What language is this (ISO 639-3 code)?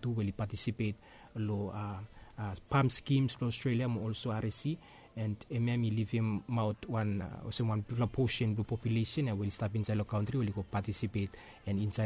bis